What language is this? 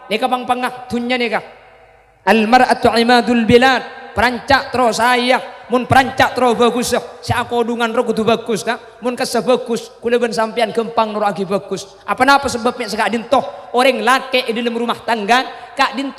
Madurese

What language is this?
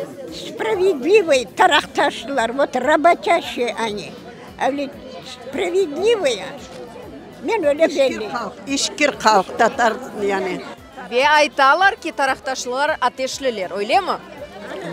Crimean Tatar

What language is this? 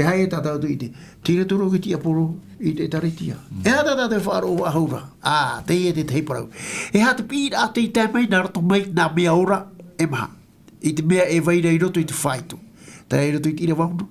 Tahitian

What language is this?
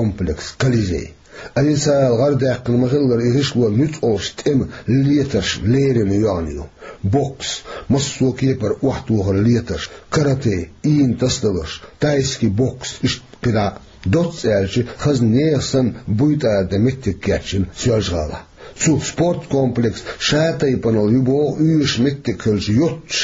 Chechen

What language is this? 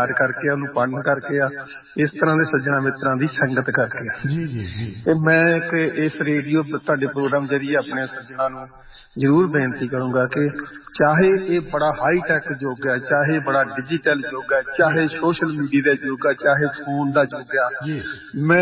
Punjabi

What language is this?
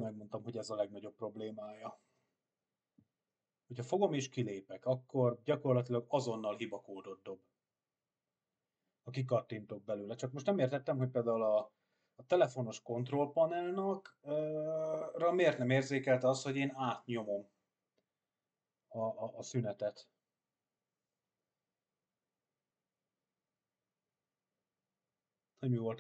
Hungarian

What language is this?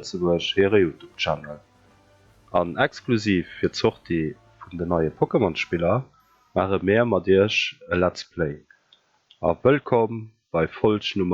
Luxembourgish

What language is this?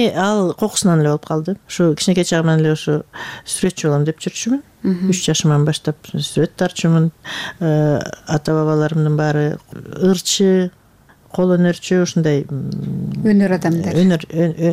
Kyrgyz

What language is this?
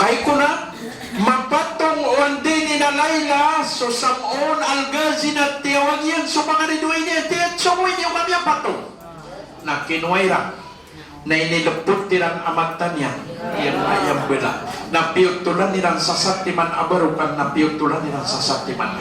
Maranao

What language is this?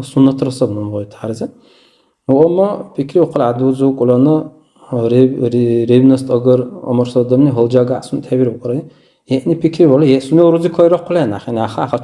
Dargwa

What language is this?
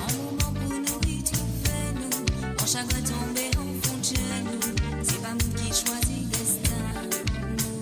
Morisyen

